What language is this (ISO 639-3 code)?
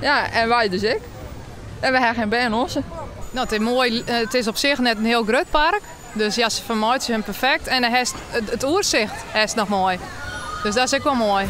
fry